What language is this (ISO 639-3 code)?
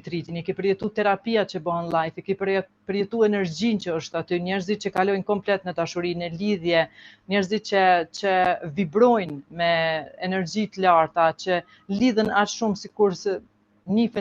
sqi